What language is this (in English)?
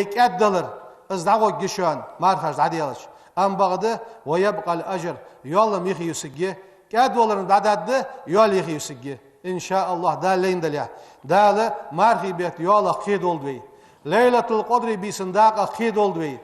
Ingush